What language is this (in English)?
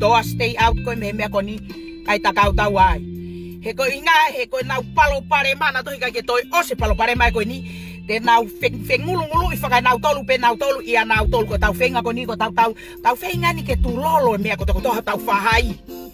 Tongan